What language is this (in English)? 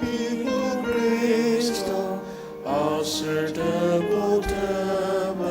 Ao Naga